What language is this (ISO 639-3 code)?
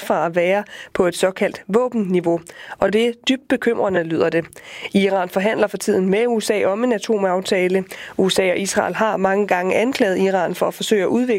dan